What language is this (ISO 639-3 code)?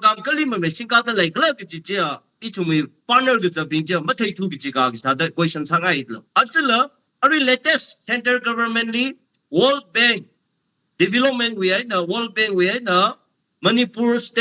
nmf